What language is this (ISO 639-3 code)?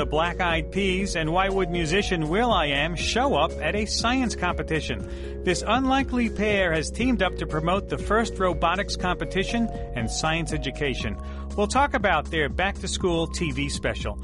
eng